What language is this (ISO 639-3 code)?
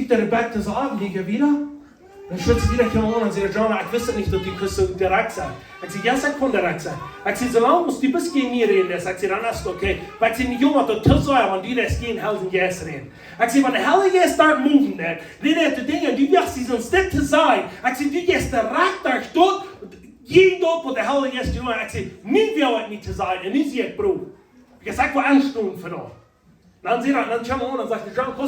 pdt